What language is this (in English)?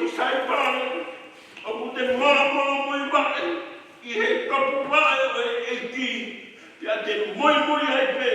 Tongan